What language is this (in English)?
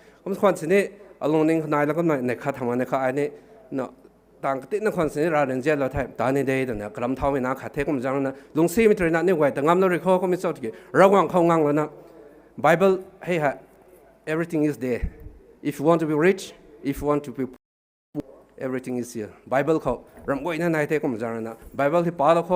Rongmei Naga